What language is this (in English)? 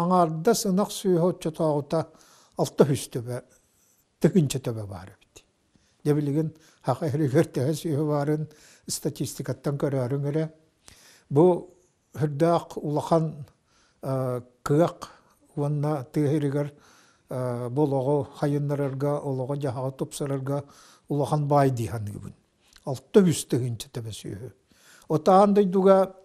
Yakut